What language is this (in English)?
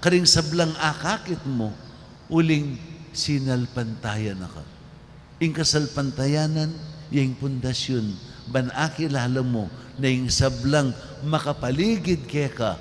Pampanga